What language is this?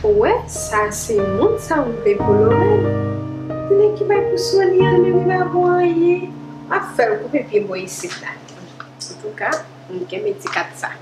Haitian Creole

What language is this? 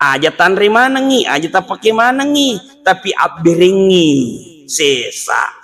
Buginese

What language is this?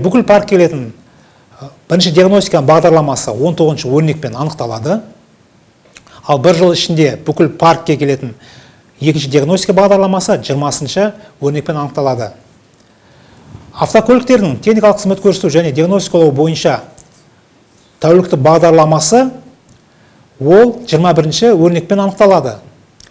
Kazakh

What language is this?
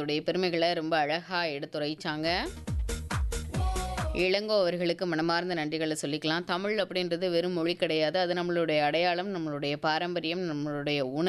Tamil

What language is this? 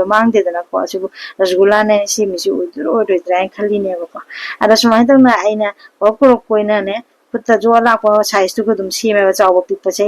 Manipuri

